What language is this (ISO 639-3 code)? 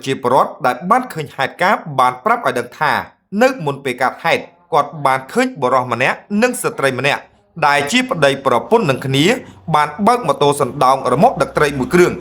khm